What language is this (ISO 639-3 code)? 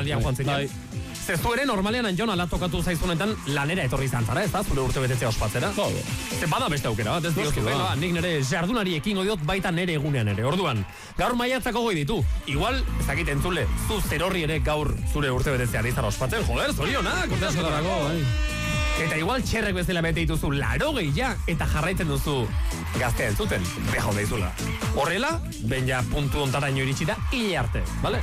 eus